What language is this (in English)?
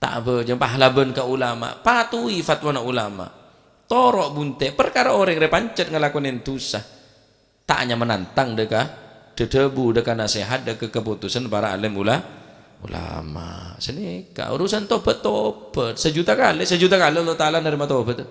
Madurese